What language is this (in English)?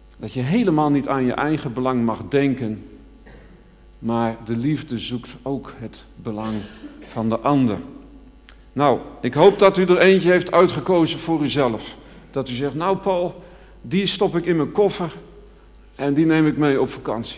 Dutch